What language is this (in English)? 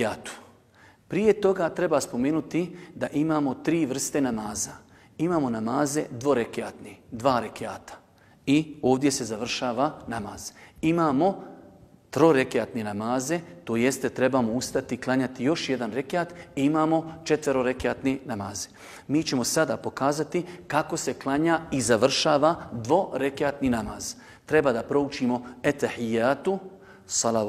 Bosnian